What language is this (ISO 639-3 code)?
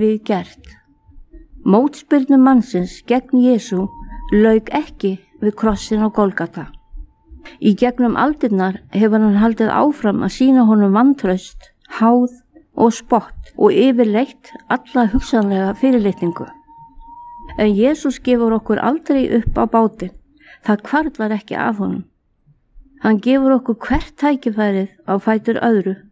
isl